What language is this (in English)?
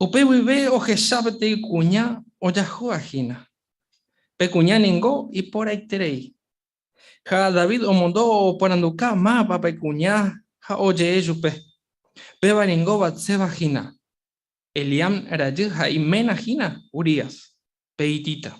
Guarani